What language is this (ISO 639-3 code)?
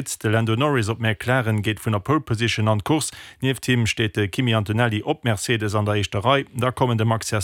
ltz